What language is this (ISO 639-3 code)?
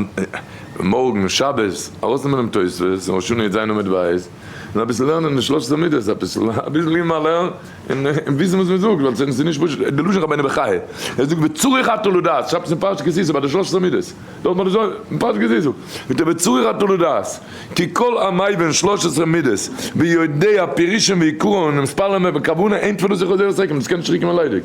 yid